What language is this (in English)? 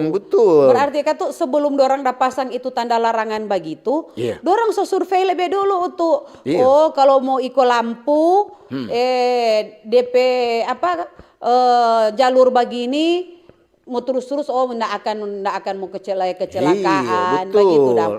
Manado Malay